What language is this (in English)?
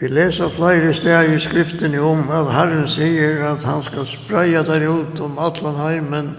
Faroese